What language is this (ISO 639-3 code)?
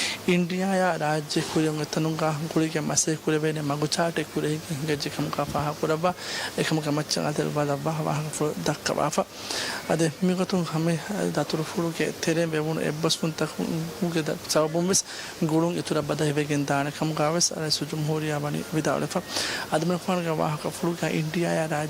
div